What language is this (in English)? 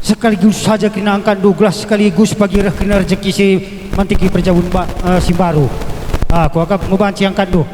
Batak Karo